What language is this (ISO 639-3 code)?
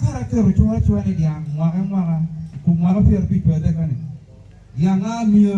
ach